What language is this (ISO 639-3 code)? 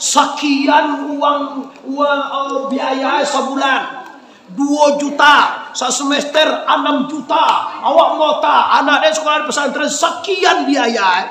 min